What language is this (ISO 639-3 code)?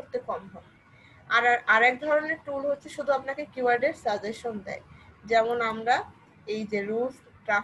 ben